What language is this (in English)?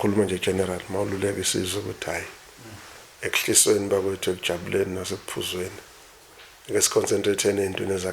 Zulu